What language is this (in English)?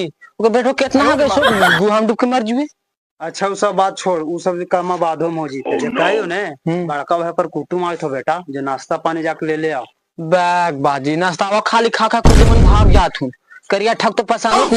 Magahi